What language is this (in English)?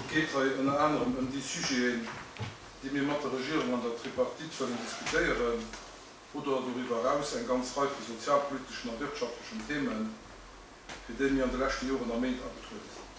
Luxembourgish